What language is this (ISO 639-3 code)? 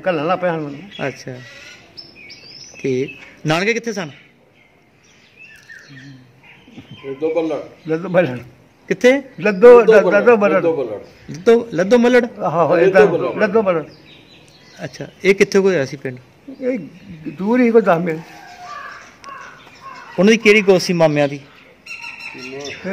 pan